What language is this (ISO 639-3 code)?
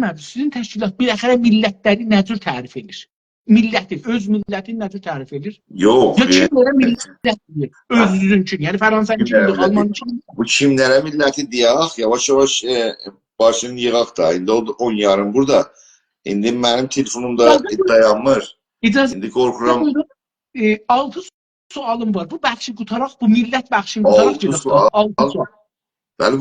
azb